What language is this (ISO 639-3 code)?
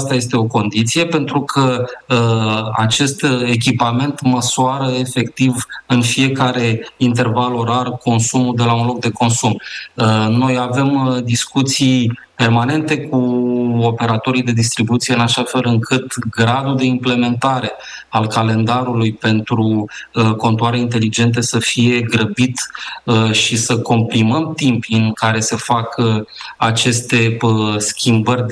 ron